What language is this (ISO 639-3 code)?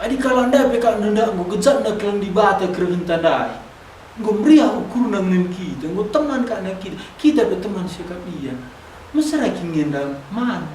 btx